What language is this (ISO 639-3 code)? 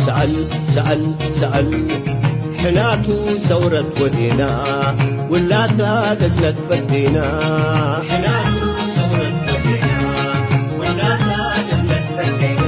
tig